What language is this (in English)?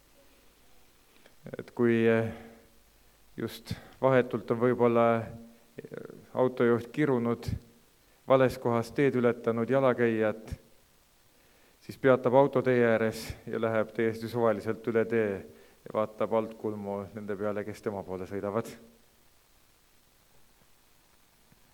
Estonian